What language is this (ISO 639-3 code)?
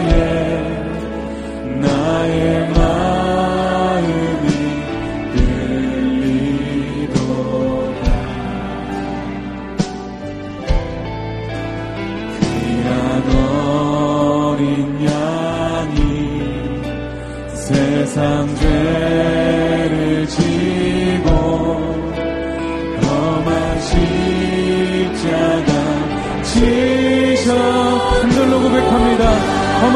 kor